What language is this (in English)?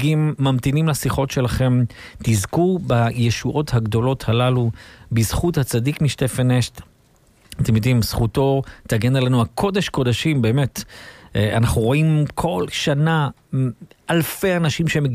Hebrew